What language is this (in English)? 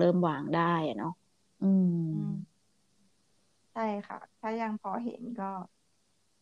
Thai